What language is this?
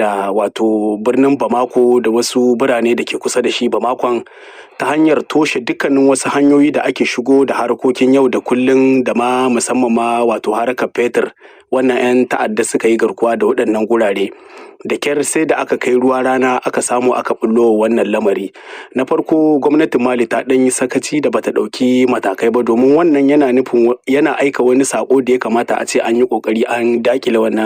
Hausa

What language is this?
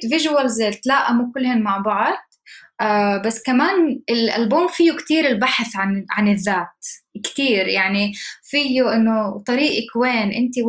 North Levantine Arabic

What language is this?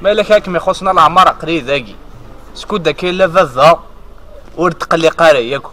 Kabyle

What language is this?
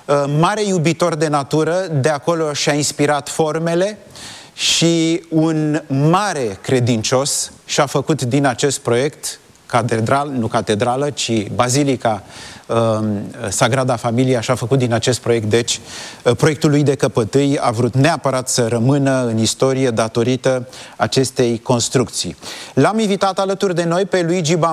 Romanian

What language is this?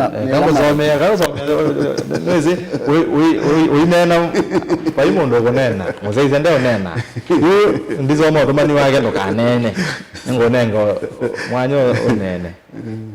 Kamba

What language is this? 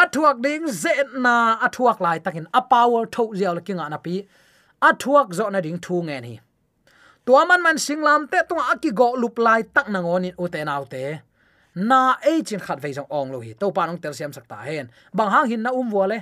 Tedim Chin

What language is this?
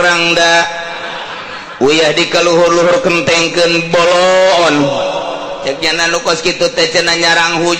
Sundanese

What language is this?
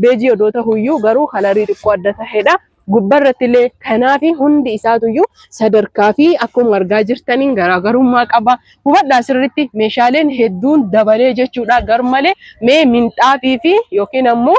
Oromo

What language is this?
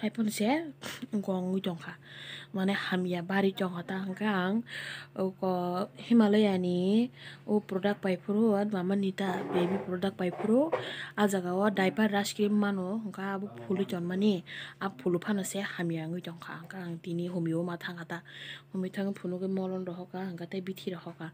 Kok Borok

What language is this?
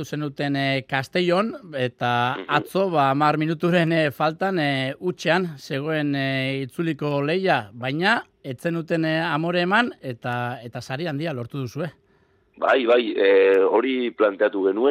Basque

